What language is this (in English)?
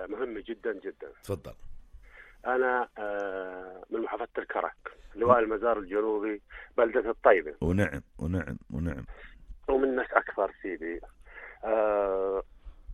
North Levantine Arabic